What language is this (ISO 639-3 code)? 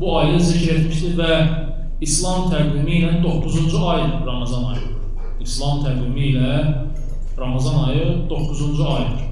aze